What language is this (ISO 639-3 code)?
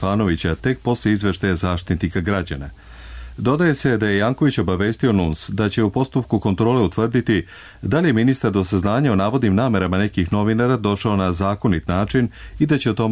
srp